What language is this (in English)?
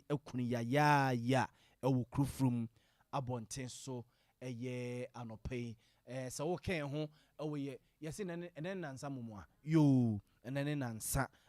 Akan